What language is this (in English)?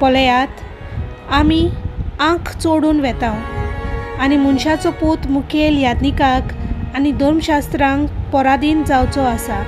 Konkani